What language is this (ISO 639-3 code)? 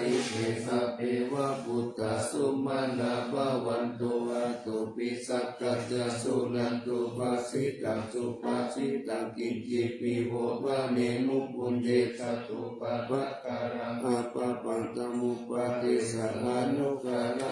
pli